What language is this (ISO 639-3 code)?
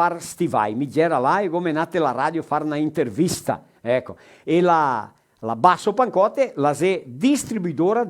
vec